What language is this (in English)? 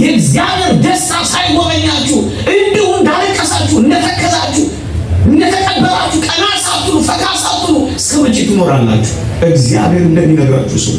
Amharic